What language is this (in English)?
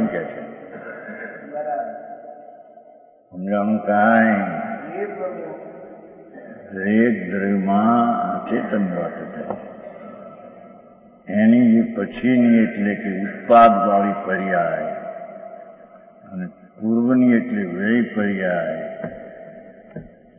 Gujarati